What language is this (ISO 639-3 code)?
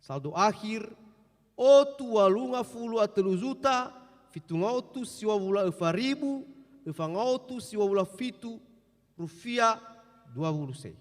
nia